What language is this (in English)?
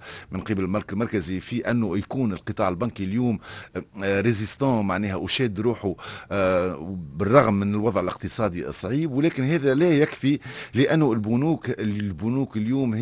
Tunisian Arabic